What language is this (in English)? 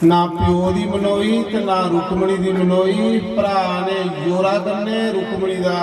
Dogri